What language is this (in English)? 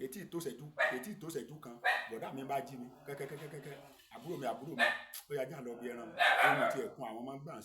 Yoruba